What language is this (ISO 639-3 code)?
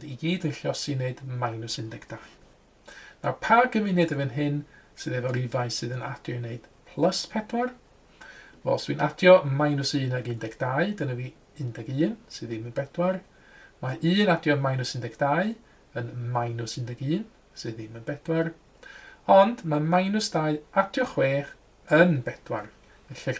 cym